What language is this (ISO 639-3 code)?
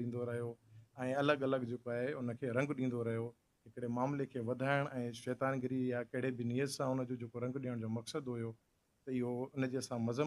snd